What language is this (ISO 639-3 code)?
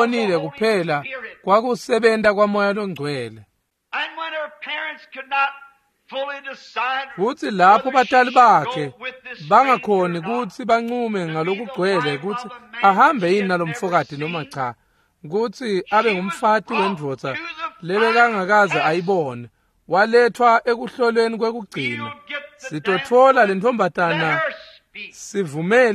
ssw